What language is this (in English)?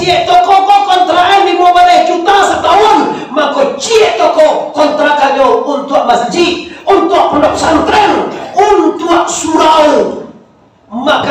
Minangkabau